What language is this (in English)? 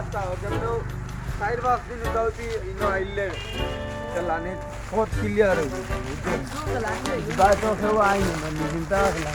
Sylheti